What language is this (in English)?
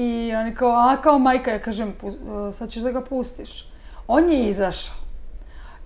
Serbian